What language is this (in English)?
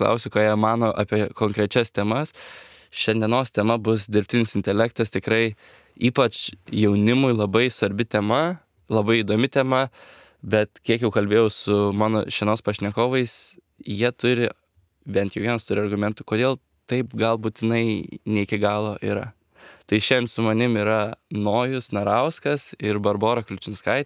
Lithuanian